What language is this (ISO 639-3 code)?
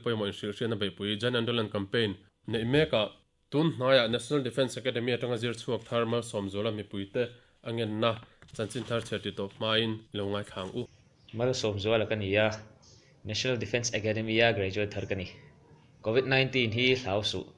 lus